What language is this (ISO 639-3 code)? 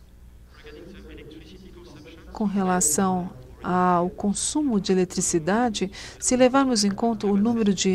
por